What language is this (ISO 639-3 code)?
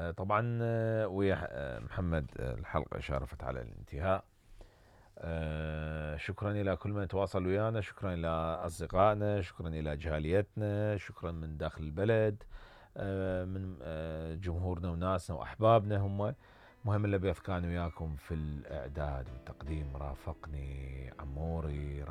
acm